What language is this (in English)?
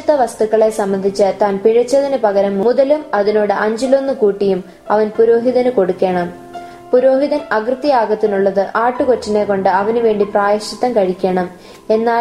Malayalam